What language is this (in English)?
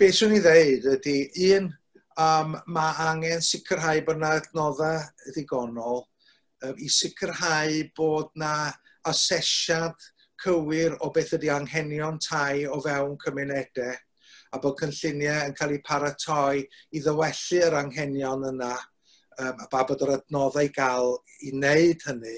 Welsh